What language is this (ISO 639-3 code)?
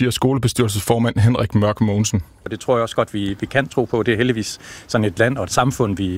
dan